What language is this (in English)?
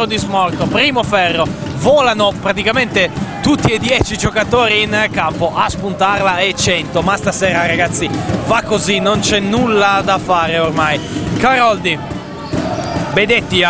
Italian